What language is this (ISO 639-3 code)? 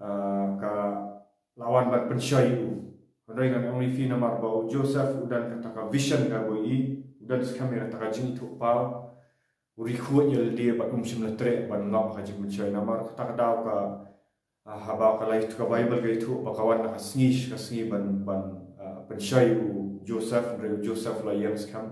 kha